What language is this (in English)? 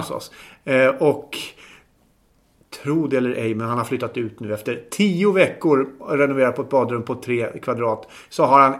Swedish